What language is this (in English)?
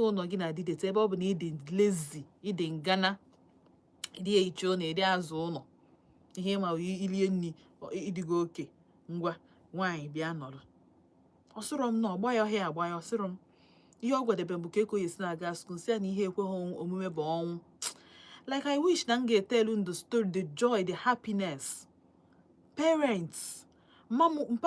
Igbo